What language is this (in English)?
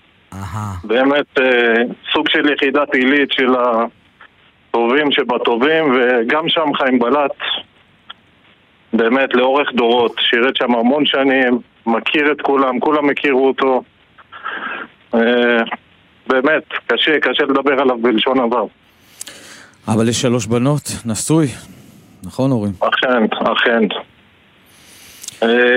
Hebrew